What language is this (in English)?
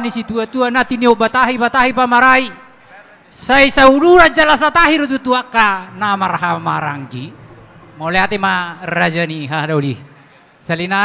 Batak Toba